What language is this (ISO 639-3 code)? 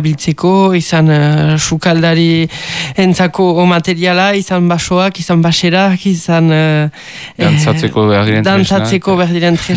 eus